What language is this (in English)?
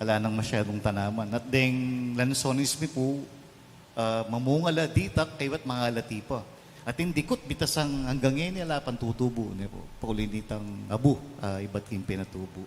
Pampanga